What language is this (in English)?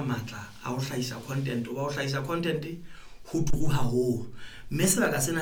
Southern Sotho